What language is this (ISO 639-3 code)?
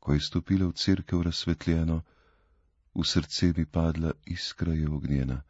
slv